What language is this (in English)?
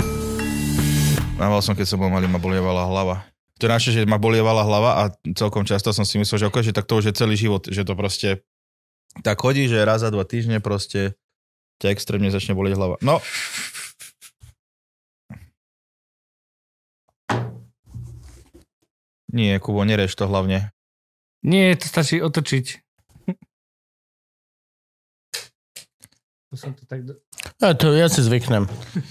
Slovak